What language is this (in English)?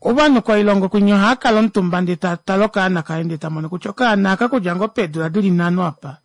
Kuanyama